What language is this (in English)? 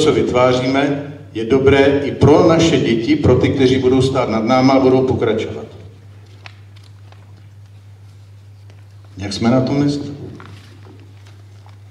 Czech